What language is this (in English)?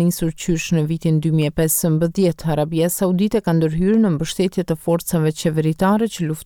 Albanian